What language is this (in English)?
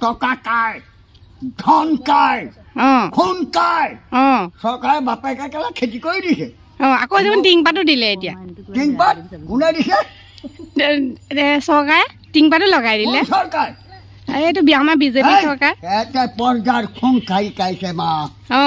Assamese